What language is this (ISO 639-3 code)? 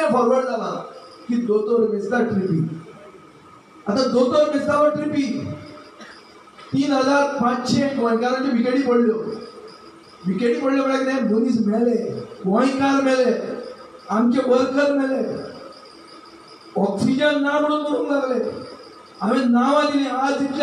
kok